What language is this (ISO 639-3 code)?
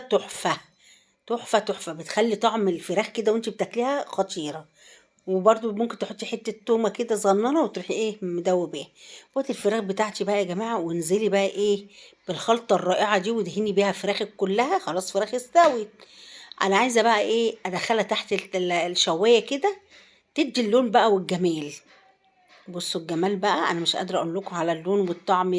arz